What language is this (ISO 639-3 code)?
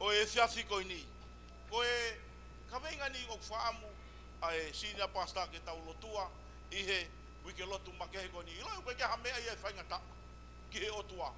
ton